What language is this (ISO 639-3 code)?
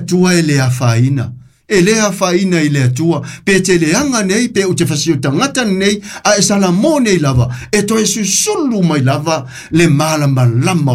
smo